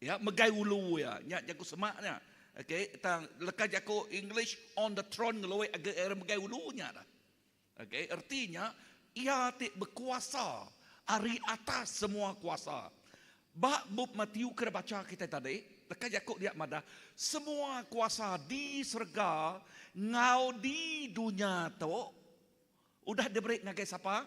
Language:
Iban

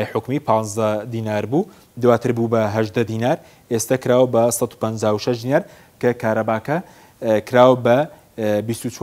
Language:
Central Kurdish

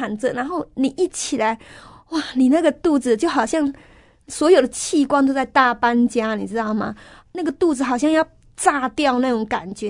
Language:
Chinese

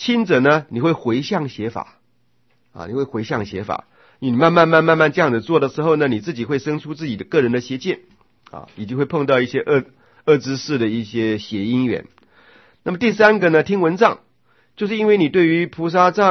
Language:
Chinese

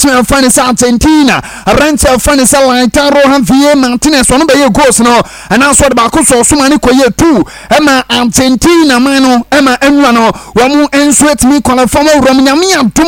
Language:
Akan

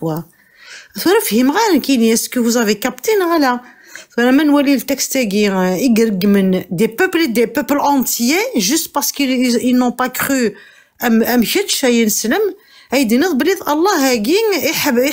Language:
Kabyle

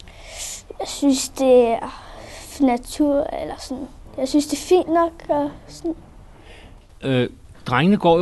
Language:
Danish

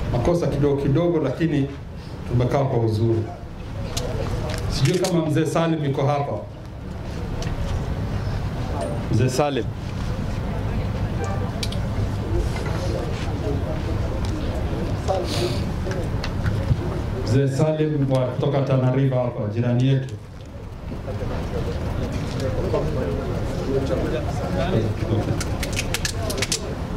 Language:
Swahili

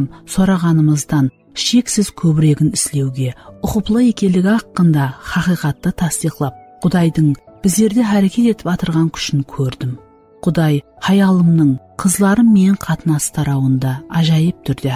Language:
Kara-Kalpak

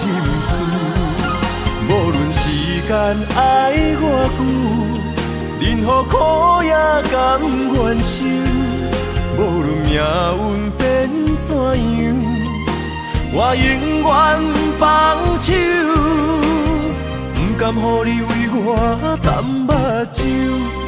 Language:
Min Nan Chinese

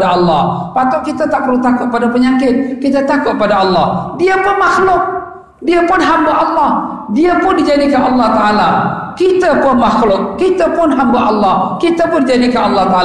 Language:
Malay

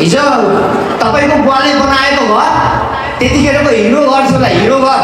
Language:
Nepali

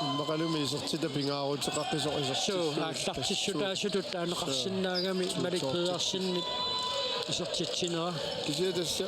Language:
Kalaallisut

